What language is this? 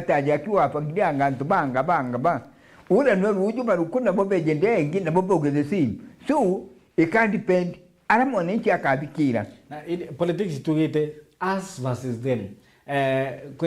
Meru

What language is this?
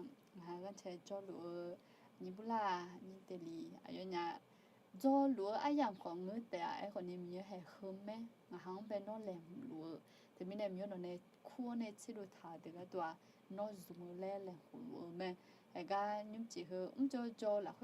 Akha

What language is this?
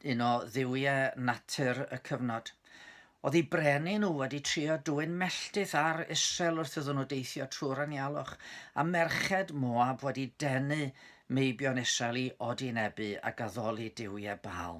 Welsh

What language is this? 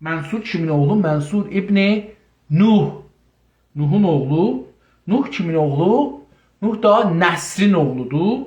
South Azerbaijani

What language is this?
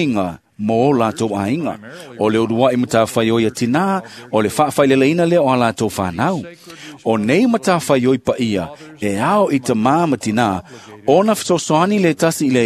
Samoan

